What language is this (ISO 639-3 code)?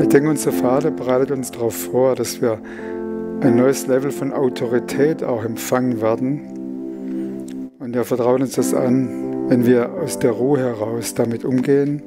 gsw